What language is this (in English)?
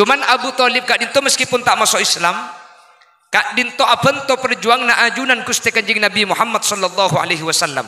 Madurese